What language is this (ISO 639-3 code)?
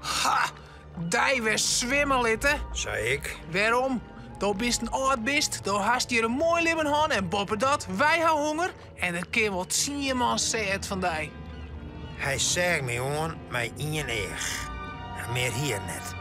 fry